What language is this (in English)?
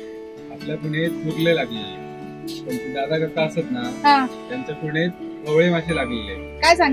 Marathi